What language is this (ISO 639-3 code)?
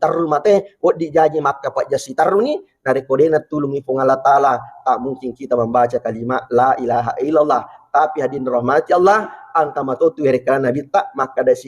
bug